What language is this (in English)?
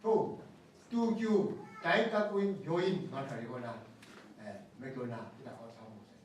Kachin